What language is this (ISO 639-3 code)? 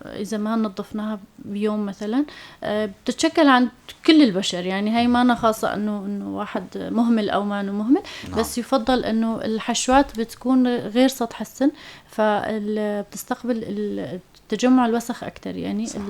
apc